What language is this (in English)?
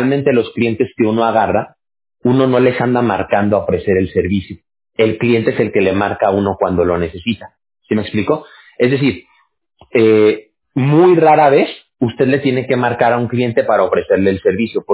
Spanish